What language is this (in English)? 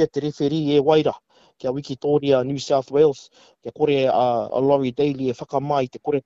Māori